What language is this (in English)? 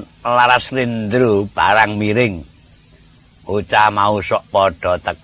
Javanese